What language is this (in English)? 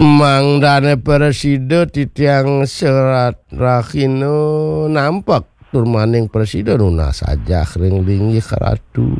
Balinese